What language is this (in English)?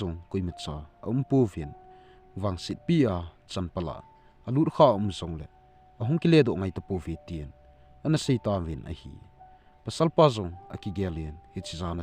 Thado Chin